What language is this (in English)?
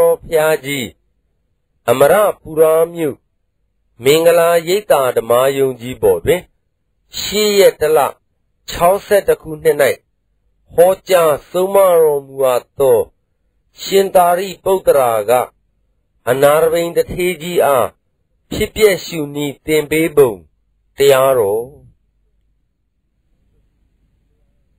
Burmese